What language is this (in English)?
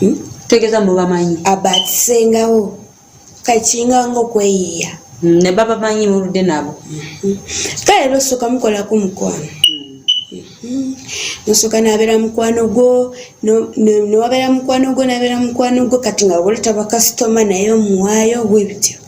Ganda